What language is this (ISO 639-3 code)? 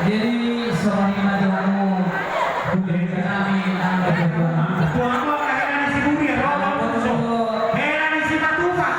bbc